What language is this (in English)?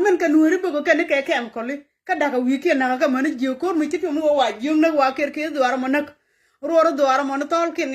Nuer